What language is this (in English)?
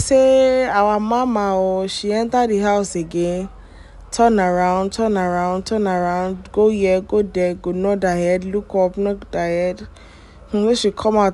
Nigerian Pidgin